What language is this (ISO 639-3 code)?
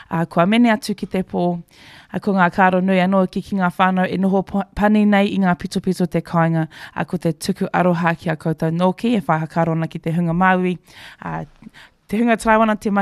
mri